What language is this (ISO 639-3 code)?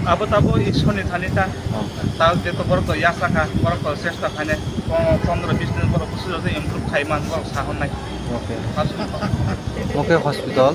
trp